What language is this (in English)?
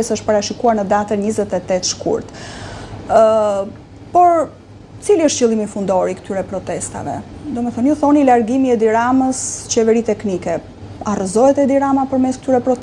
Albanian